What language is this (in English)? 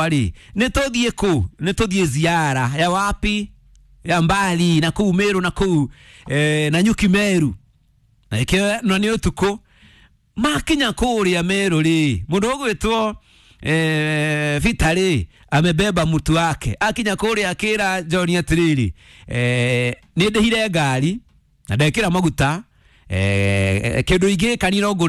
Kikuyu